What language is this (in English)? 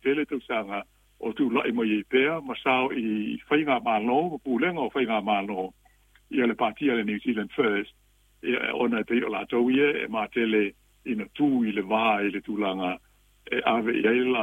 Samoan